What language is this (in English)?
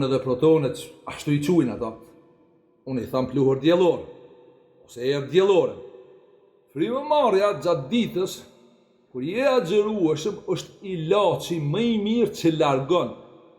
Albanian